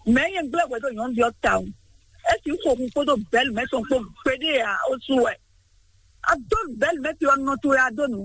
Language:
Fon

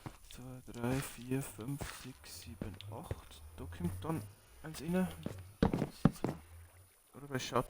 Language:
Bavarian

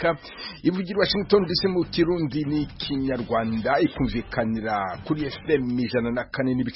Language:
Kinyarwanda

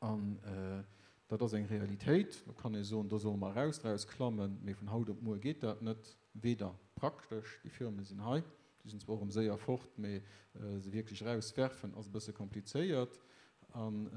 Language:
Luxembourgish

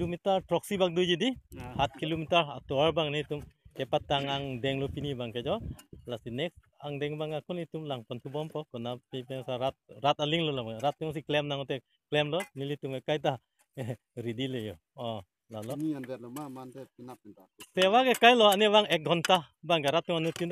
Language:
Karbi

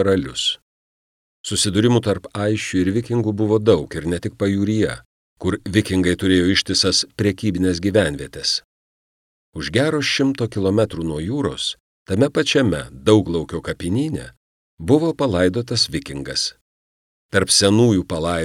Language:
Lithuanian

